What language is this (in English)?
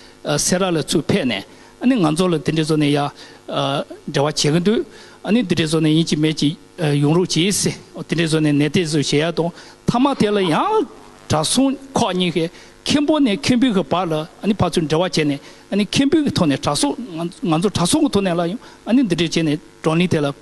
Tibetan